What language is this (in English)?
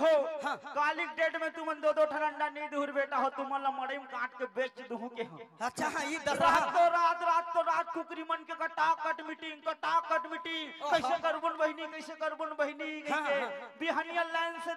Chhattisgarhi